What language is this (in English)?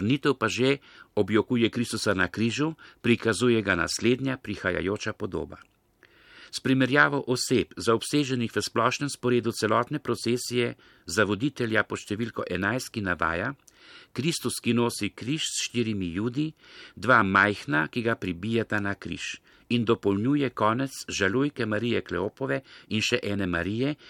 Slovenian